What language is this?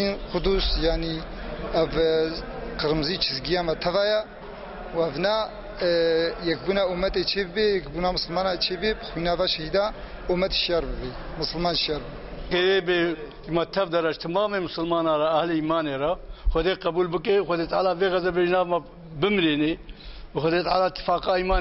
Kurdish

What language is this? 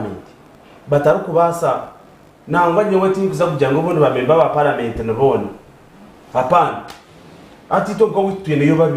Nyankole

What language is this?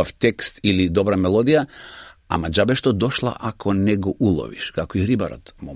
Macedonian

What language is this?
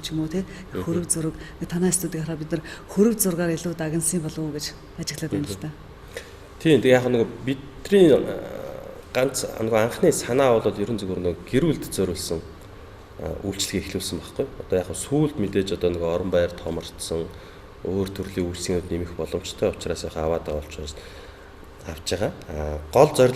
Mongolian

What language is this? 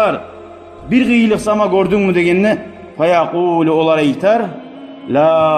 Kumyk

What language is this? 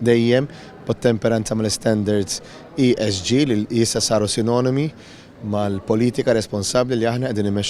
Maltese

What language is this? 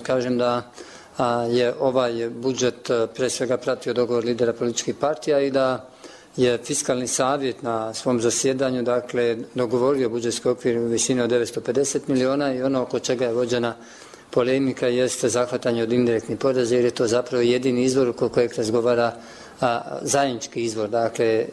Bosnian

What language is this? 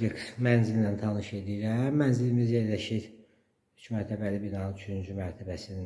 Azerbaijani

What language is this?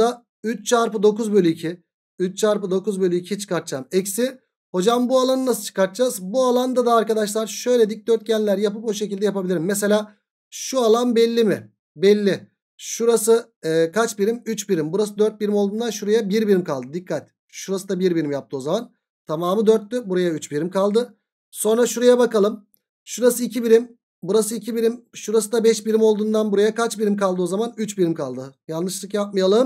Turkish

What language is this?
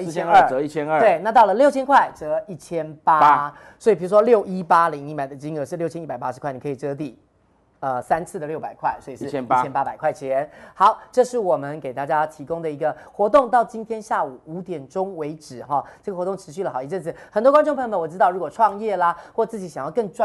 Chinese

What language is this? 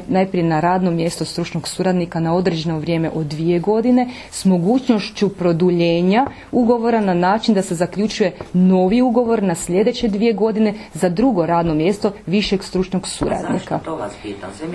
Croatian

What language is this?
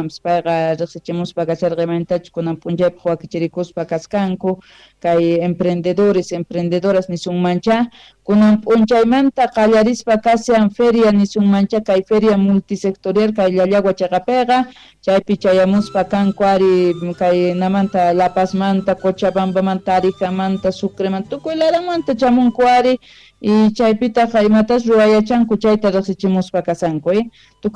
Quechua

